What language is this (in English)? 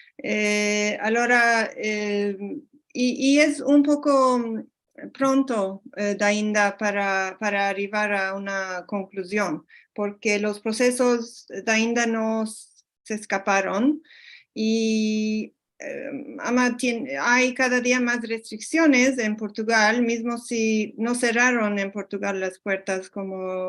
Ladino